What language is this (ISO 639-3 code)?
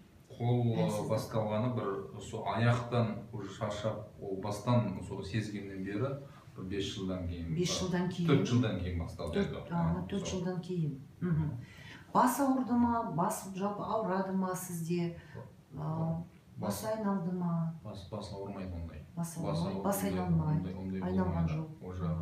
kaz